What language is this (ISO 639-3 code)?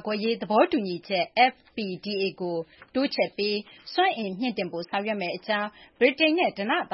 mya